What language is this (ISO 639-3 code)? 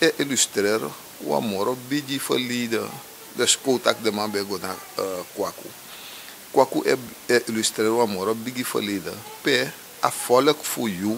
srn